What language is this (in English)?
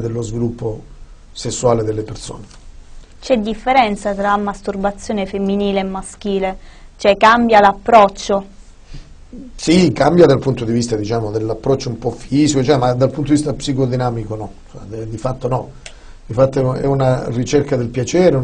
Italian